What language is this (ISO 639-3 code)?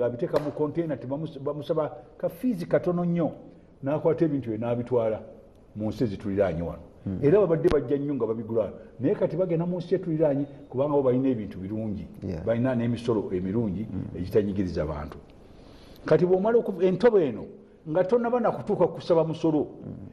lug